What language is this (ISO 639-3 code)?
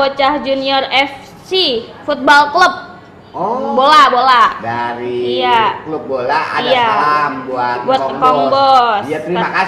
bew